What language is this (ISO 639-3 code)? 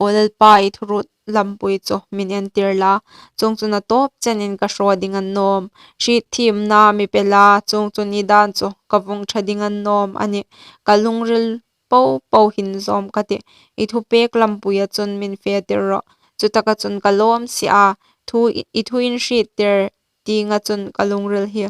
hmr